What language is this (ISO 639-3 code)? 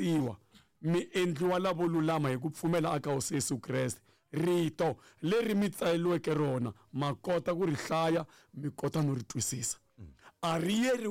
tso